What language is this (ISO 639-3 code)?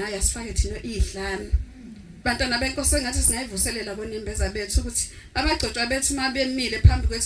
zul